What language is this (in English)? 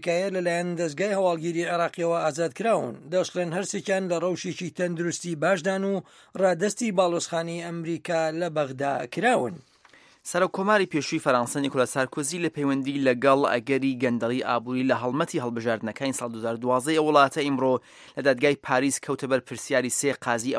Central Kurdish